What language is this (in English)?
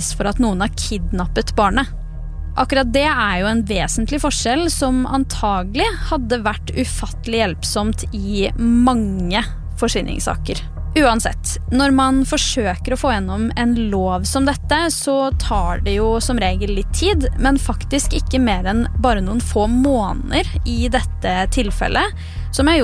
Norwegian